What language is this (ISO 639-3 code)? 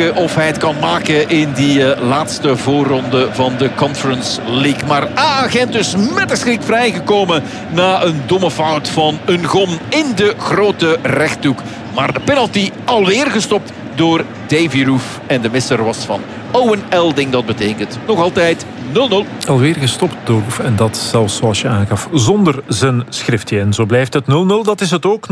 nld